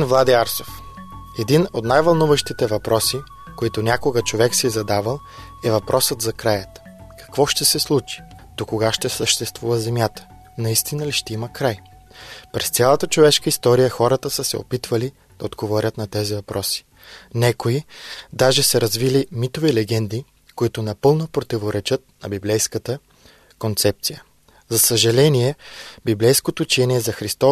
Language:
Bulgarian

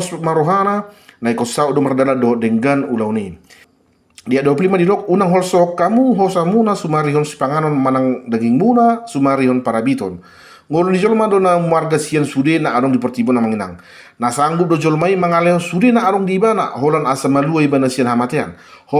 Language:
Batak Toba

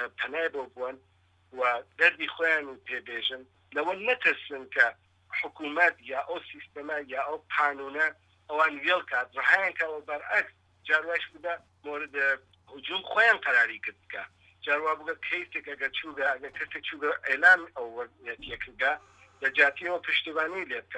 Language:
Central Kurdish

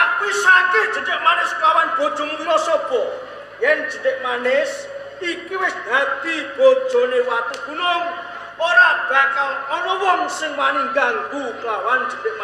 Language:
Javanese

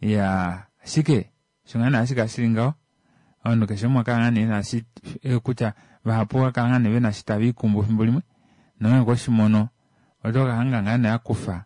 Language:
Kuanyama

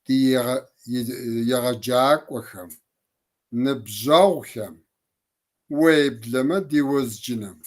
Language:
Kabardian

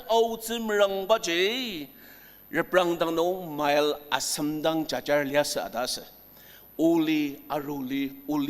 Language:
Ao Naga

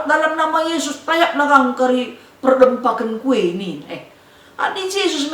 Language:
Batak Karo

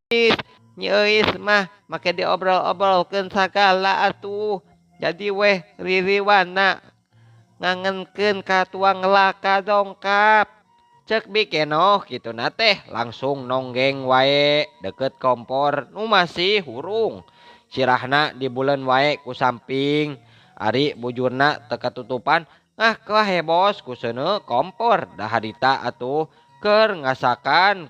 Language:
Sundanese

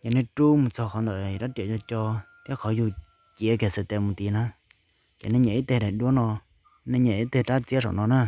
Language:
Hmong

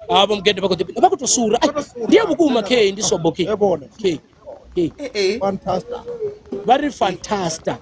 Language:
Venda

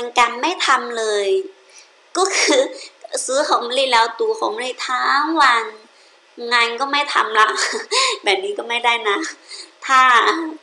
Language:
Thai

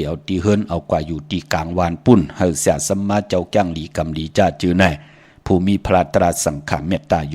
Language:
Shan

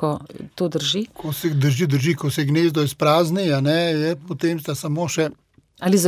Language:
Slovenian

